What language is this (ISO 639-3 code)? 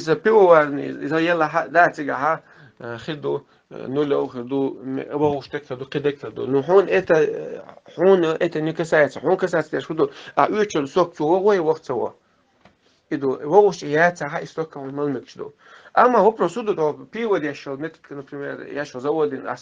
che